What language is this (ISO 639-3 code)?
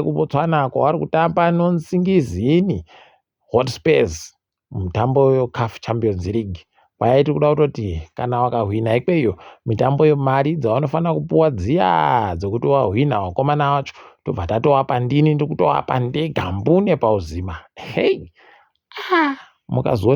ndc